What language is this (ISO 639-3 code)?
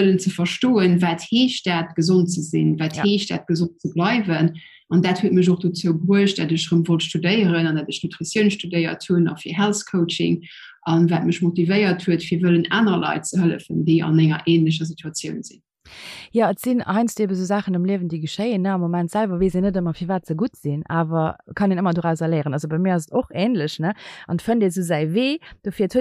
ltz